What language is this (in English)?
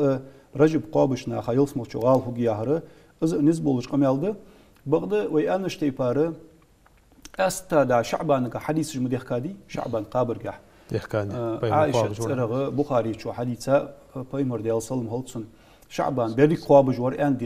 Ingush